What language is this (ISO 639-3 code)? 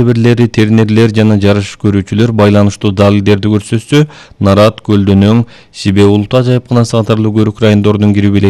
kir